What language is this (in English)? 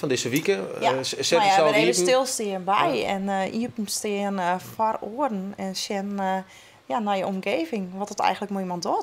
Western Frisian